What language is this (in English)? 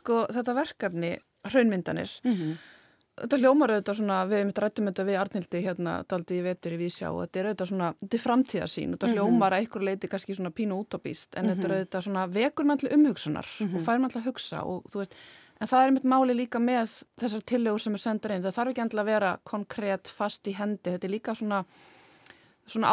Icelandic